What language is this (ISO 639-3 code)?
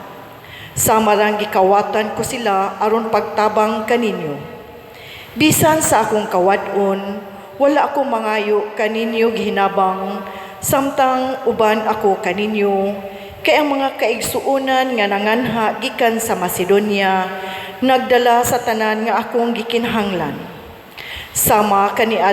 ceb